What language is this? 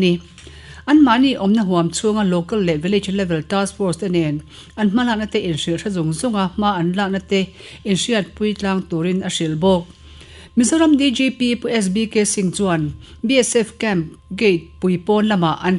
Mizo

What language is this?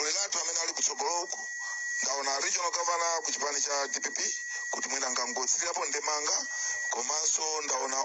Nyanja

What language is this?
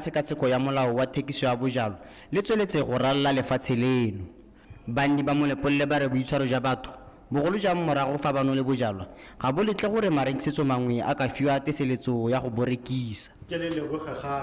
Tswana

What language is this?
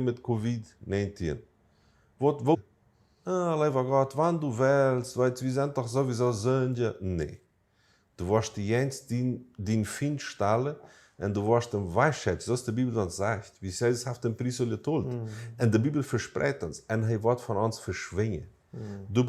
Plautdietsch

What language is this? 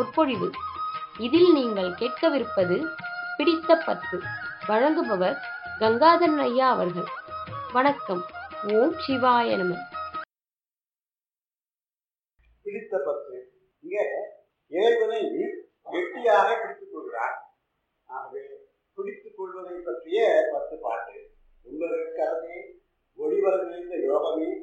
Tamil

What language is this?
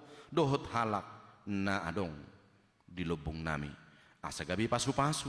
Batak Toba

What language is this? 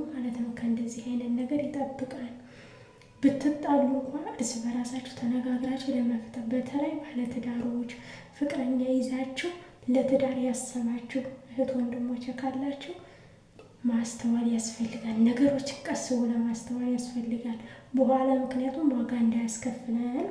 Amharic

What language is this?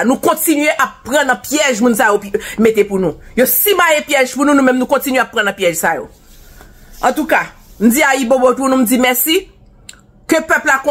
Haitian Creole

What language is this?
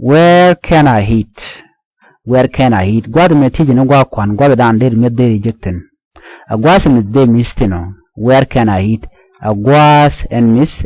Nuer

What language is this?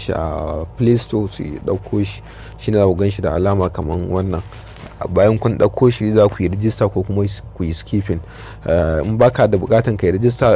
Hausa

